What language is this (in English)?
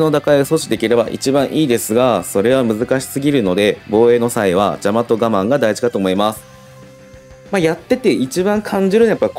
Japanese